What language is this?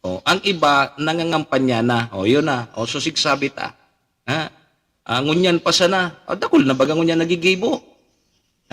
Bikol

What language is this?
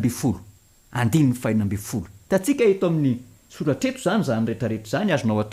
Malagasy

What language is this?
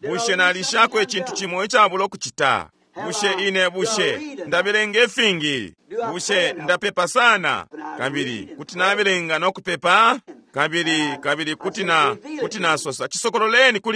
Bemba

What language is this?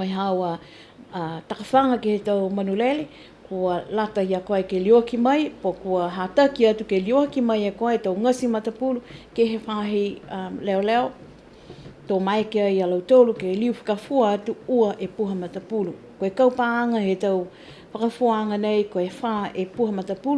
Niuean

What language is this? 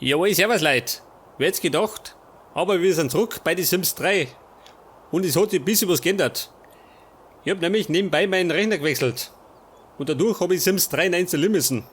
Bavarian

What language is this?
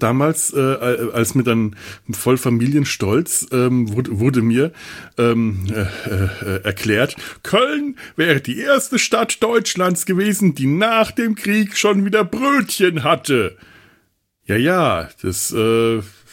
German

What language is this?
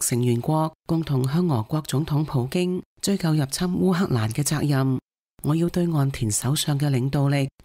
Cantonese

